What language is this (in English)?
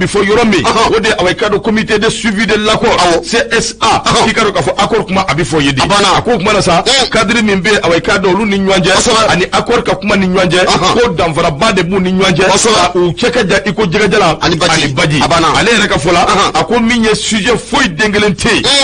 Bambara